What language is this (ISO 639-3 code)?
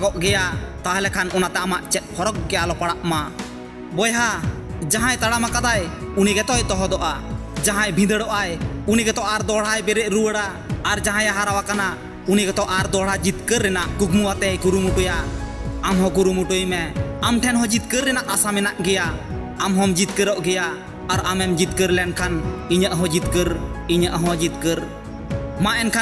sat